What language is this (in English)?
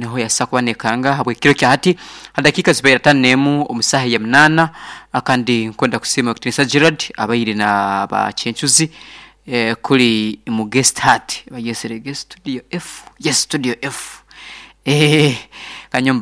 Nyoro